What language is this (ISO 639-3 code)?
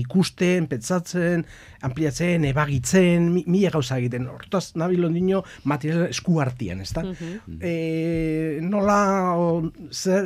eus